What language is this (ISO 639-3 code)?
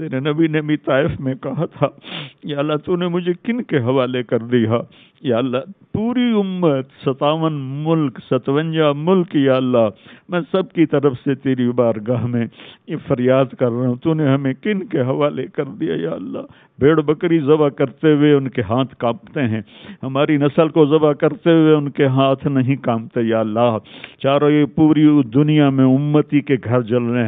urd